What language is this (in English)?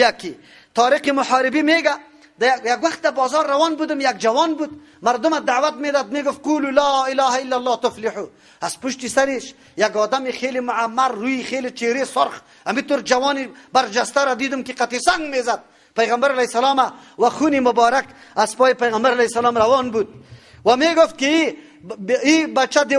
Persian